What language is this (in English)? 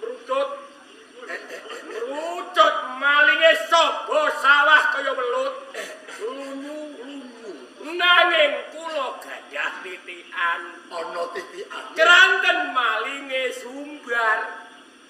Javanese